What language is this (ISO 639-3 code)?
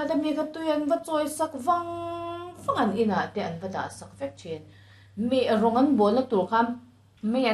lus